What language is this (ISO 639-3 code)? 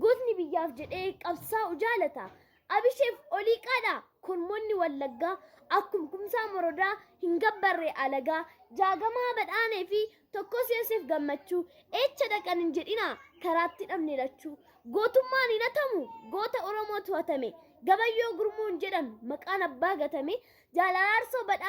orm